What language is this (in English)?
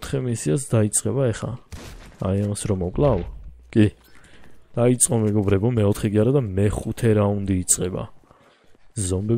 Georgian